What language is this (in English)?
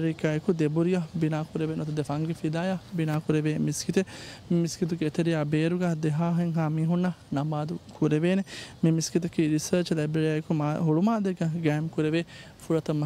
Divehi